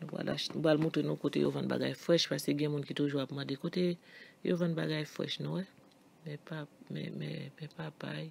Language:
Haitian Creole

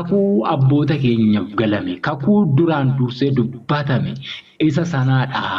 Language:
Oromo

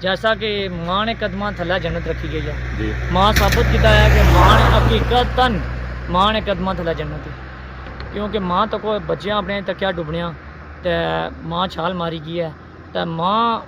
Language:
Pahari-Potwari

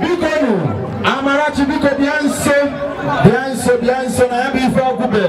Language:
Igbo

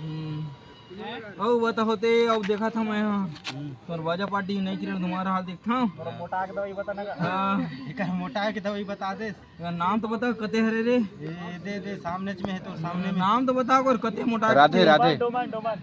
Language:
Chhattisgarhi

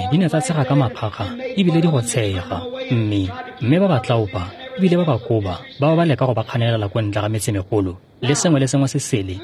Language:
Tswana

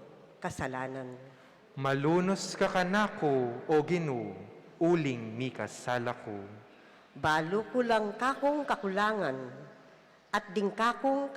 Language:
Pampanga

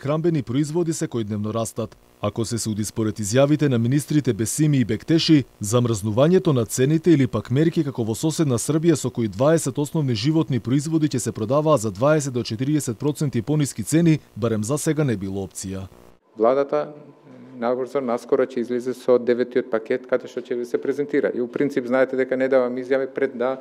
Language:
Macedonian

